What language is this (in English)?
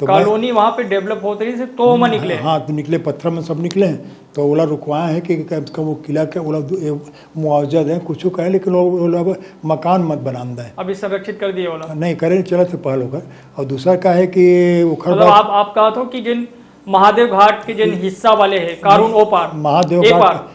Chhattisgarhi